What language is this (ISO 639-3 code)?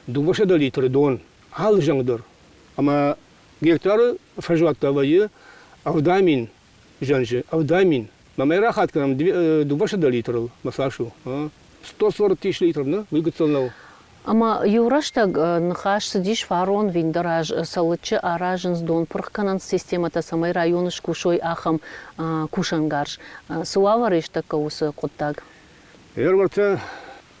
oss